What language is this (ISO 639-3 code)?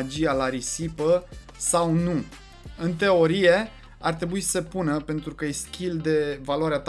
ron